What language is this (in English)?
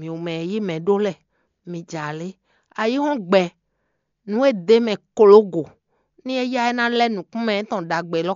Fon